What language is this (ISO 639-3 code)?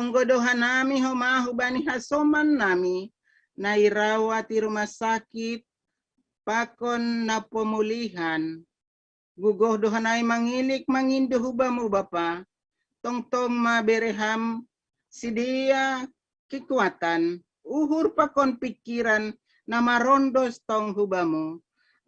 bts